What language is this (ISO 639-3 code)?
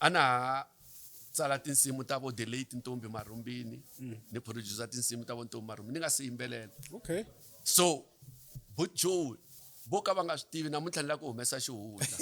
tso